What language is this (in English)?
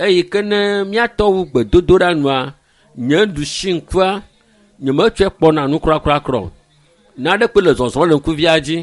Ewe